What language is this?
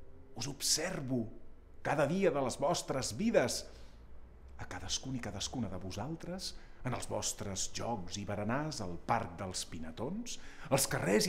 Catalan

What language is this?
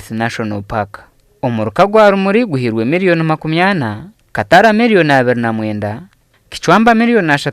Nyankole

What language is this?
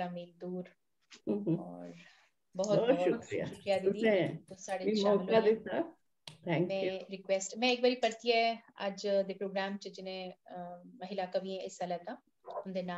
Dogri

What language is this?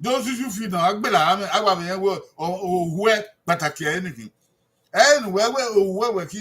Bini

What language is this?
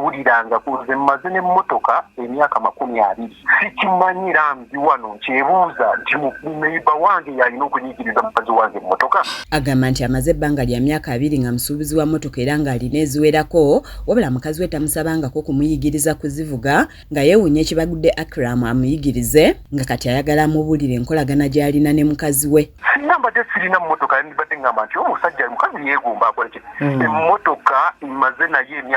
Ganda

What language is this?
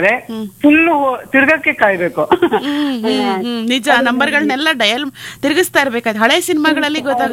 Kannada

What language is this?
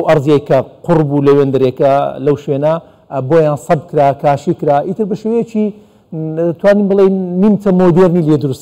Central Kurdish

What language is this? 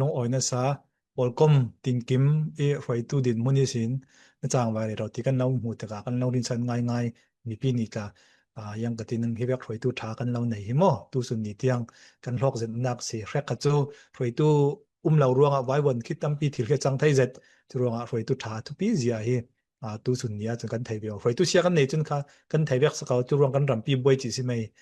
Falam Chin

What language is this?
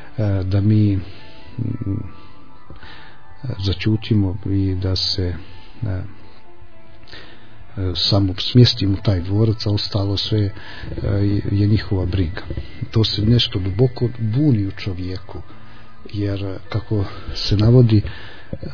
Croatian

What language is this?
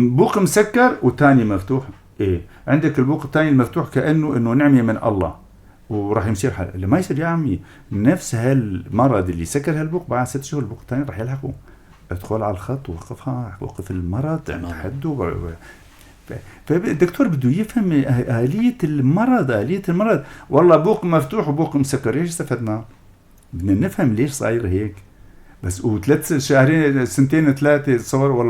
North Levantine Arabic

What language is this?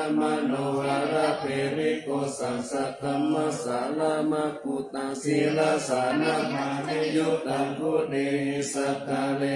Pali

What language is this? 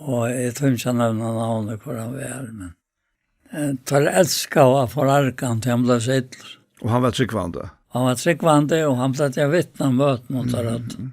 Faroese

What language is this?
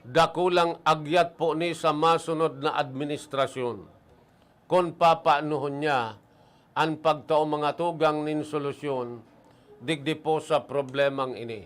Bikol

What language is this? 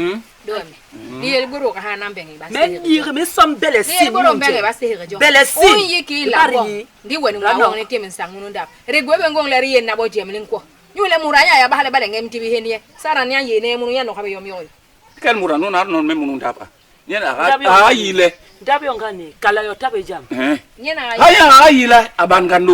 Basaa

